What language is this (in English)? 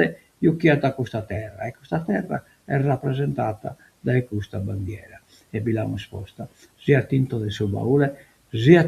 Sardinian